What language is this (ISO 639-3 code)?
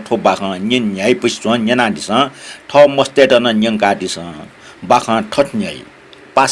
new